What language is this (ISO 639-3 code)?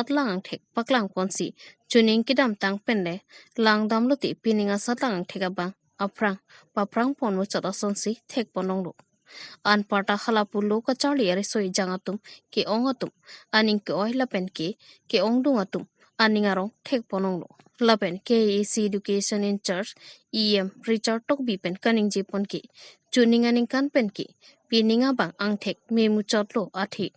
mjw